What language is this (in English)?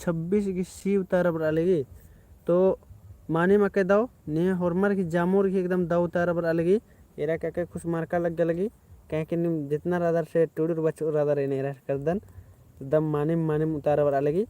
Kurukh